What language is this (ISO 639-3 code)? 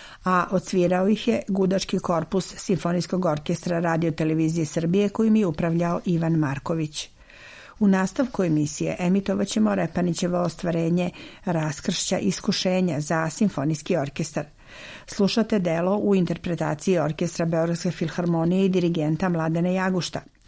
srp